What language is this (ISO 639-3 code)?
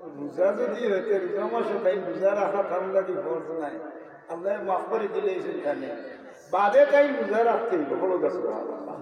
syl